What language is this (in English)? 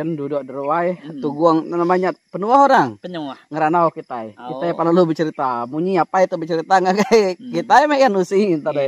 Iban